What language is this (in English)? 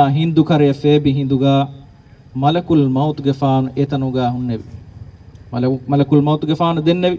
Divehi